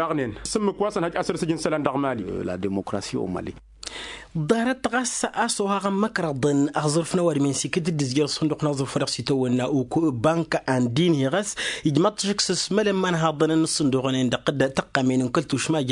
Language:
Tamasheq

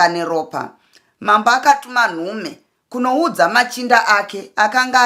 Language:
Shona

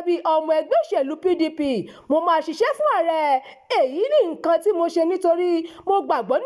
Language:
Yoruba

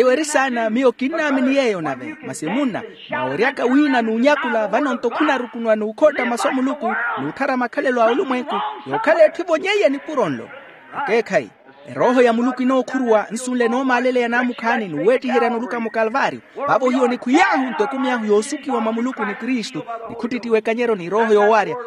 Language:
Makhuwa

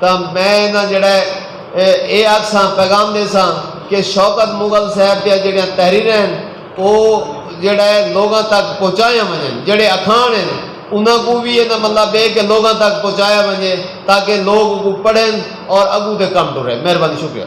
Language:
Saraiki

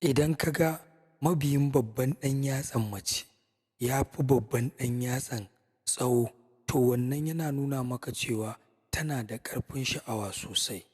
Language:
Hausa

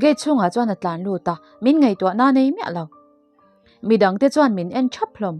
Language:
Mizo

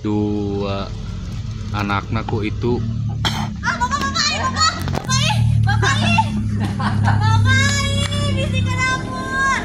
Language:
Sundanese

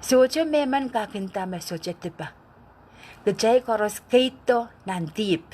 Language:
Pohnpeian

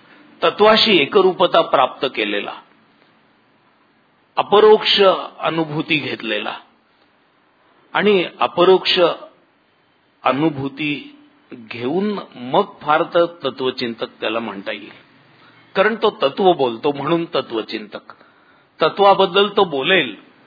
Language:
Marathi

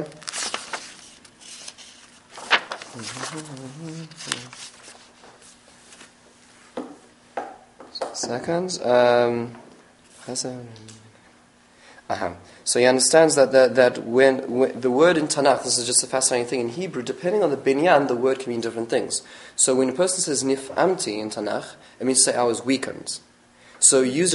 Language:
English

